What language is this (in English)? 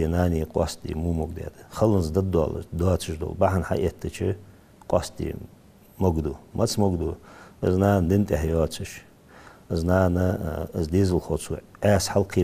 Ingush